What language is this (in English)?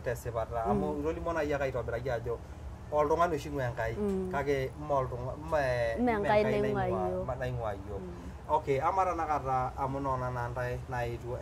Masai